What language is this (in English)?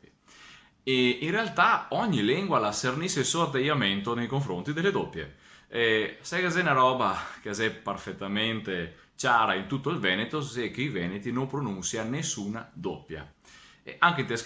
Venetian